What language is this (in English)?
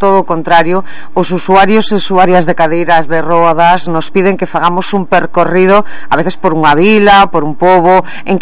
Galician